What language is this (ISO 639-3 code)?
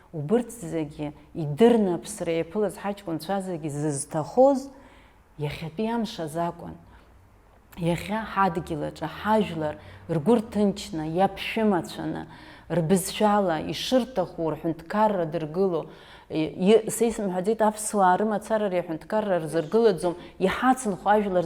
abk